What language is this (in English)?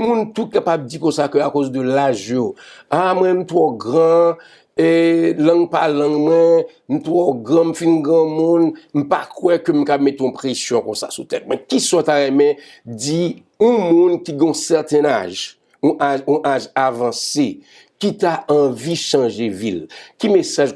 Haitian Creole